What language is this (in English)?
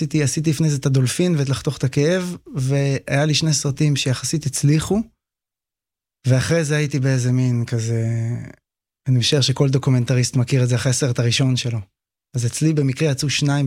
Hebrew